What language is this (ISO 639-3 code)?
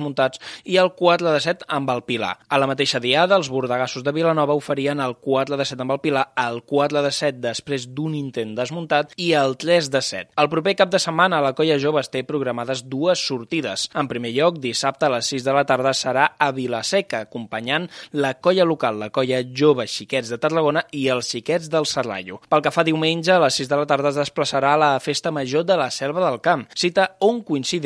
cat